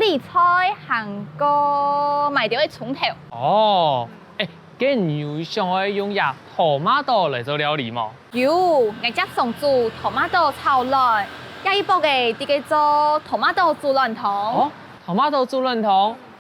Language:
Hakka Chinese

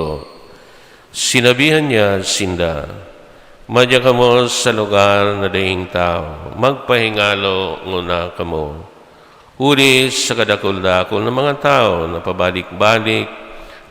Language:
Bikol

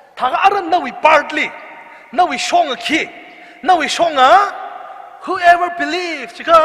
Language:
Tangkhul Naga (India)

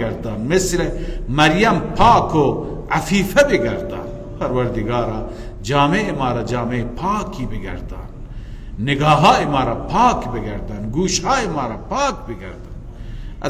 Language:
Persian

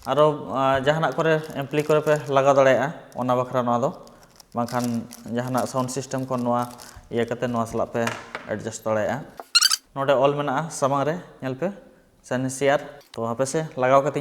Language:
Santali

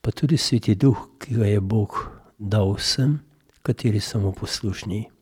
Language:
Slovenian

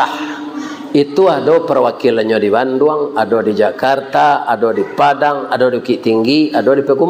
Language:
Minangkabau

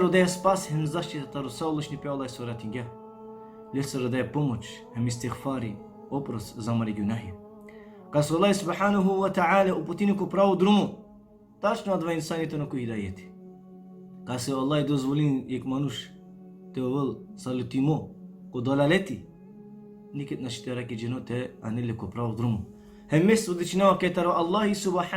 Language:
Balkan Romani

